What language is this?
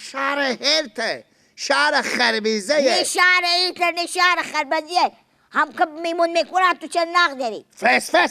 Persian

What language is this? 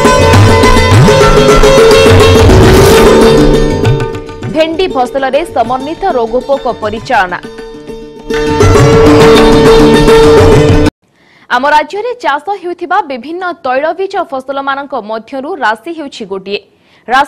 Odia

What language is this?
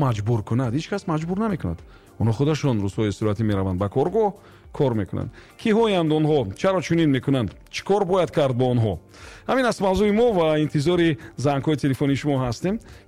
Tajik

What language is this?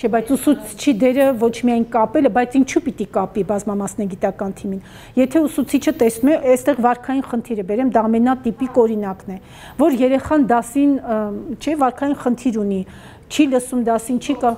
Armenian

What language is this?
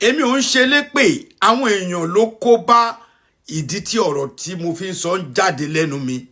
Yoruba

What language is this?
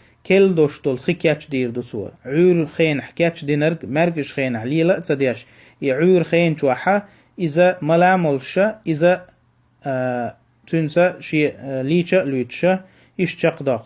Chechen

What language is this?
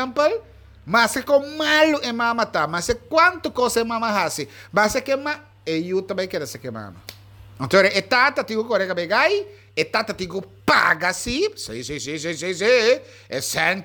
Papiamento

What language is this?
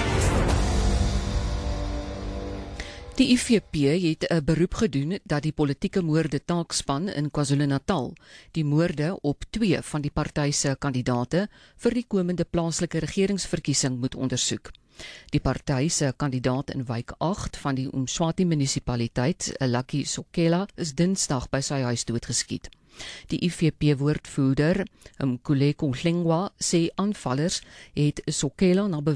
Afrikaans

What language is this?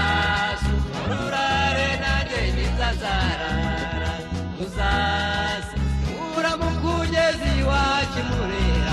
Kinyarwanda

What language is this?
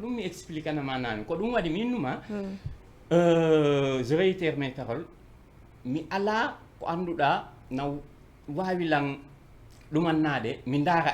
Fula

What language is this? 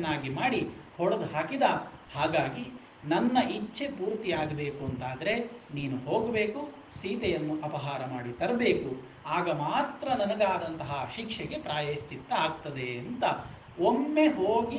Kannada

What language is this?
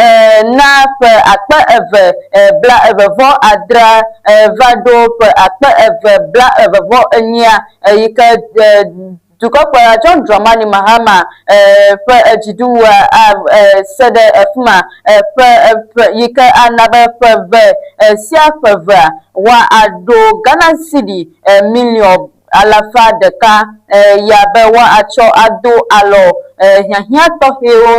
Ewe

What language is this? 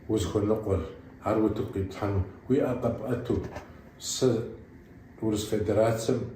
Kabardian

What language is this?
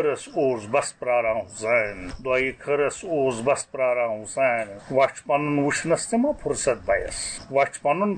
Kashmiri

